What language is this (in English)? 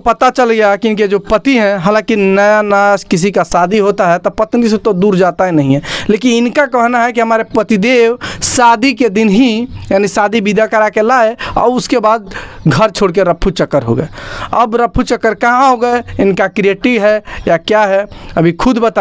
Hindi